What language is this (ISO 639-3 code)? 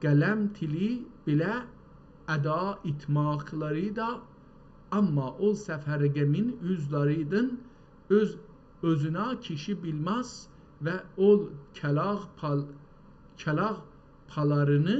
azb